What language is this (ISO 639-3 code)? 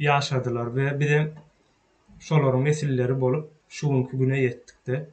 tuk